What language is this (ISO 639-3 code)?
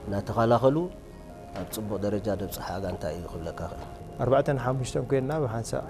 tir